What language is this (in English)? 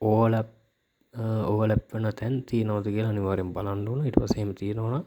Sinhala